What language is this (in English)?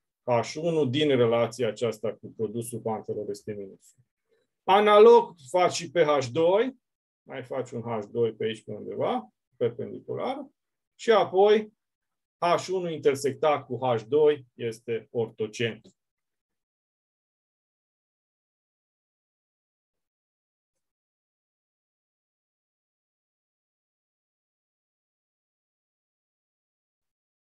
Romanian